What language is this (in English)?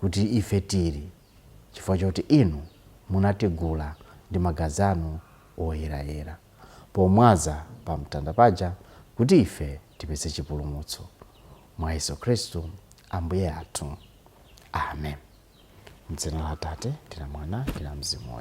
Nyanja